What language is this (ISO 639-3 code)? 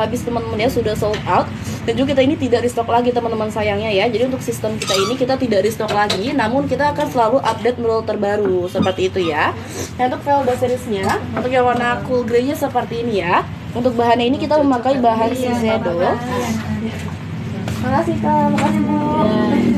ind